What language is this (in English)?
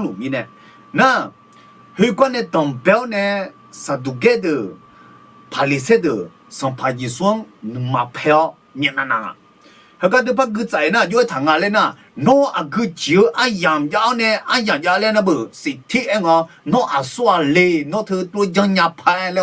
Akha